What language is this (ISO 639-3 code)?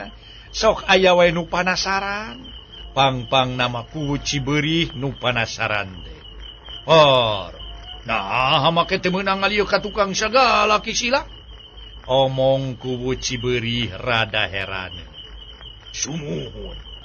sun